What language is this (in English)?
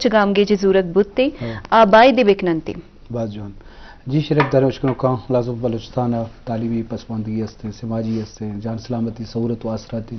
Eastern Balochi